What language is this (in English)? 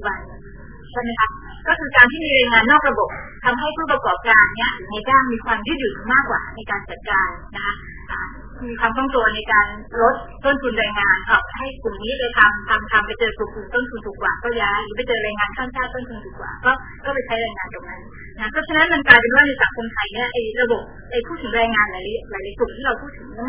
Thai